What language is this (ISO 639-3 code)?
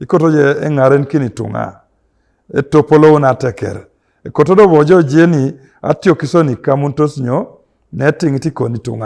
teo